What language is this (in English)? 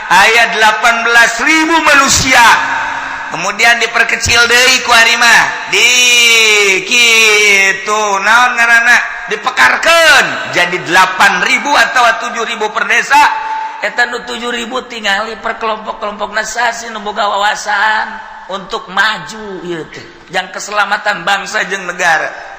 Sundanese